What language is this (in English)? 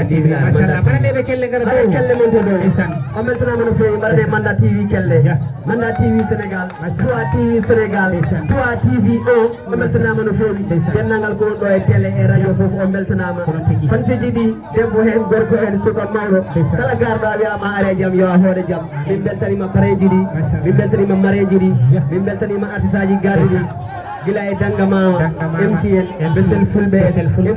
Fula